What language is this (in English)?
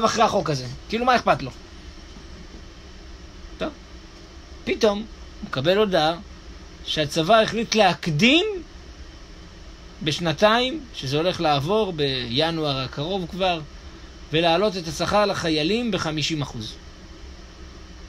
Hebrew